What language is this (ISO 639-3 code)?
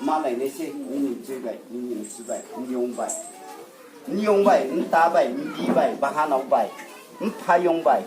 ria